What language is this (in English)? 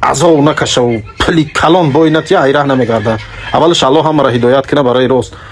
Tajik